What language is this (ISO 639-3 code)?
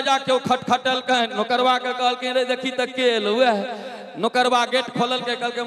mai